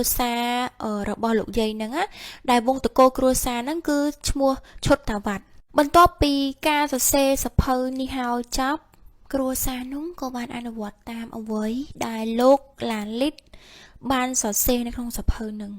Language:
Khmer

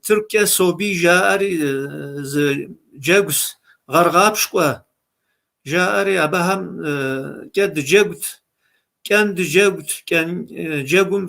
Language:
Kabardian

